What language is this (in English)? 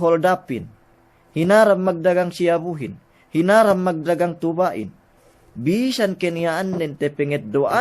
Yakan